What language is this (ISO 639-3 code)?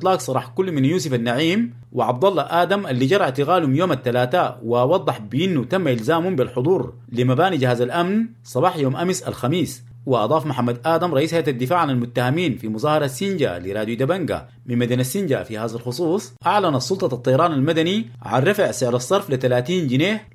apd